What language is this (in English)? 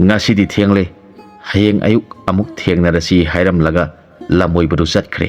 Manipuri